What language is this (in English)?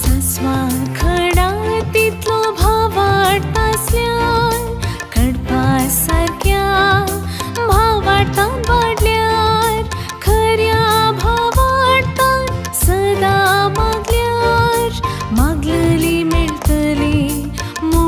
Konkani